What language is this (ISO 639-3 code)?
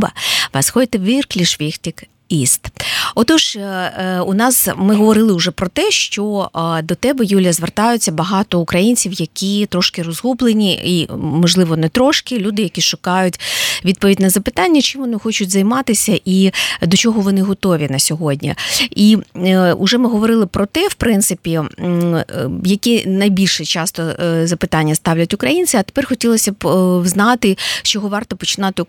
ukr